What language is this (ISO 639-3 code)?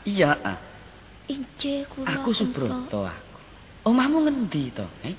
jav